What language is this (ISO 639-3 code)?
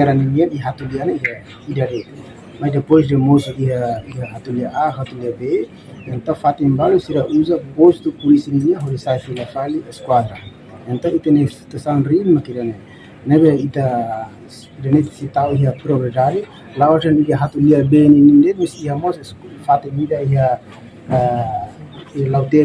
tet